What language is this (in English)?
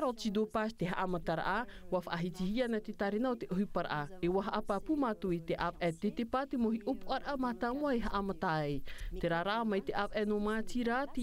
Tahitian